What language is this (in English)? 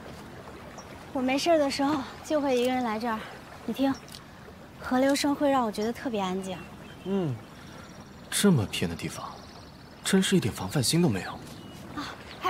Chinese